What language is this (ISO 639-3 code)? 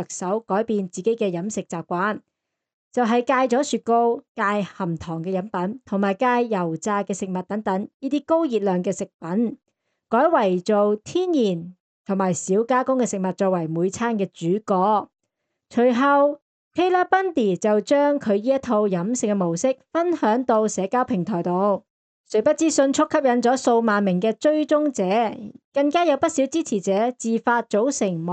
yue